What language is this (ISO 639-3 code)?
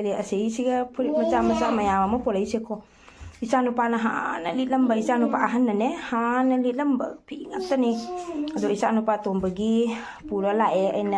mni